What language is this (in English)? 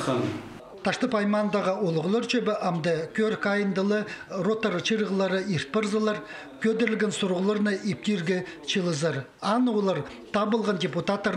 Khakas